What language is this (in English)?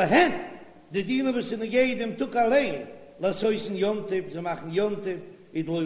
Yiddish